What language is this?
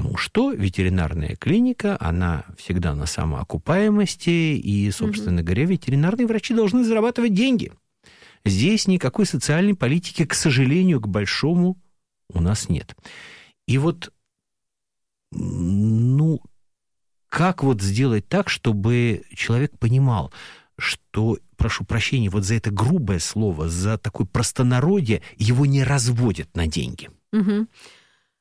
Russian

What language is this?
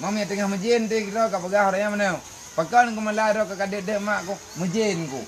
Achinese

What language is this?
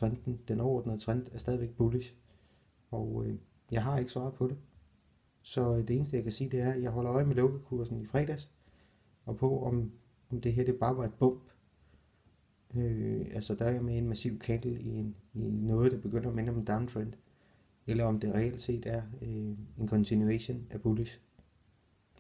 Danish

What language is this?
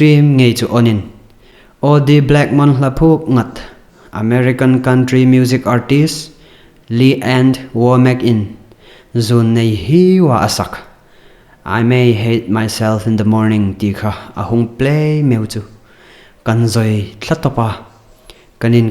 Hmar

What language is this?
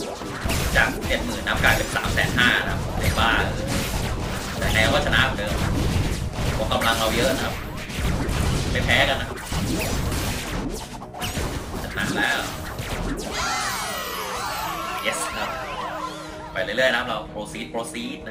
Thai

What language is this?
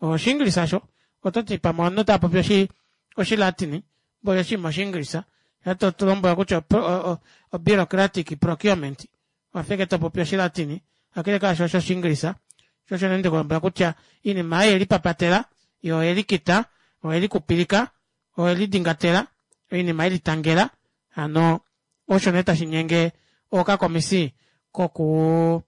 Kuanyama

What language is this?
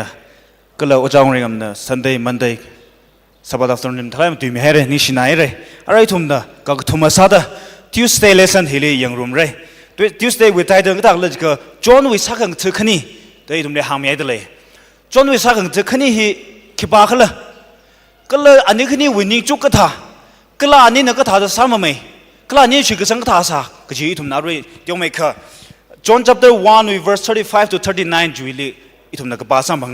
Tangkhul Naga (India)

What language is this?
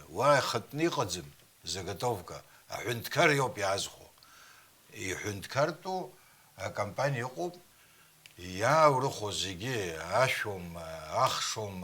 Abkhazian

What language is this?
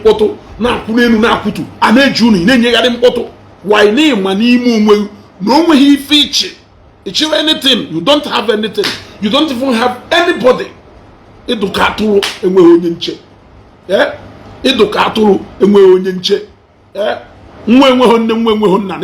Igbo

